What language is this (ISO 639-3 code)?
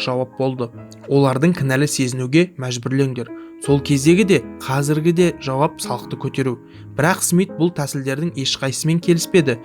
kaz